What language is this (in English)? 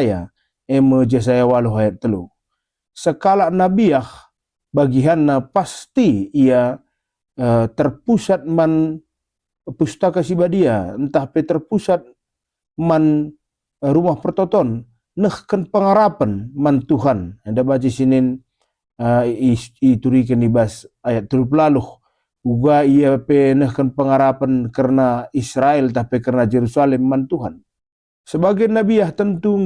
Batak Karo